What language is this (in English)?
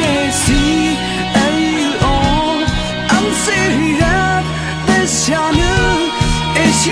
Rawang